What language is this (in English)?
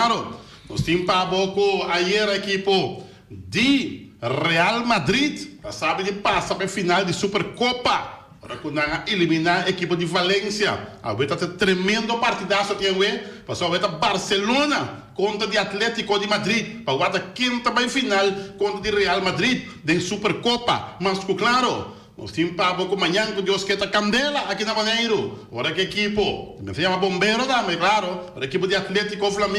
Papiamento